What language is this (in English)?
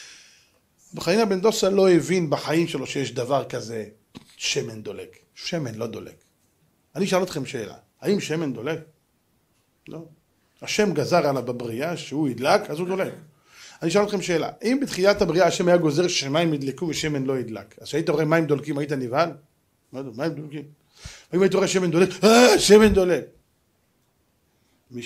Hebrew